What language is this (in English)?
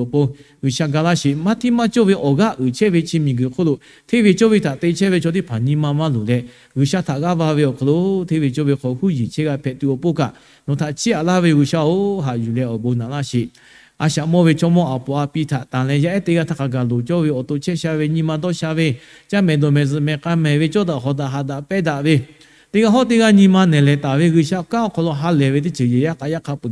Lahu